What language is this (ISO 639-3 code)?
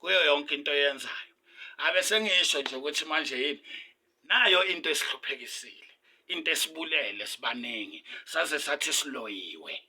zul